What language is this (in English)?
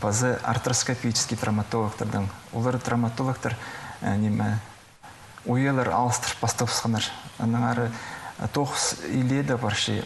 Khakas